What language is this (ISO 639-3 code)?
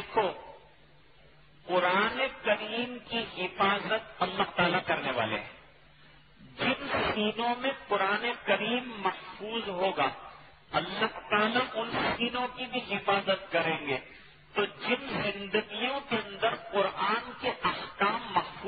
urd